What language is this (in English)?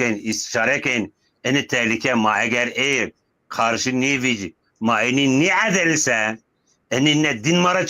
Zaza